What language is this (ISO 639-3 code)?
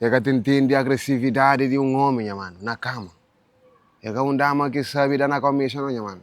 kea